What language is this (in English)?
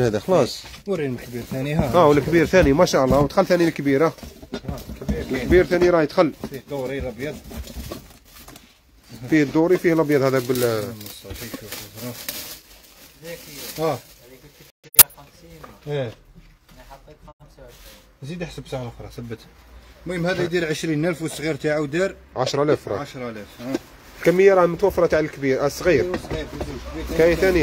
Algerian Arabic